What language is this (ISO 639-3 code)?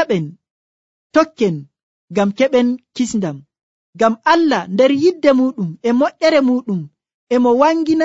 fuv